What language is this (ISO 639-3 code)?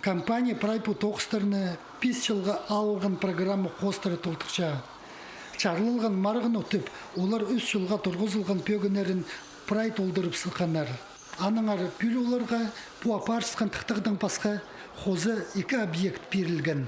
kjh